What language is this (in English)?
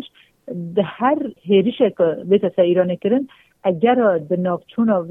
Kurdish